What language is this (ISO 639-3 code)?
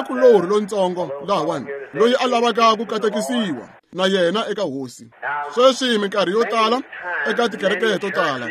tso